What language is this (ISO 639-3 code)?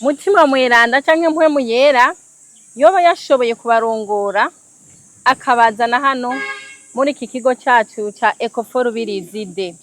run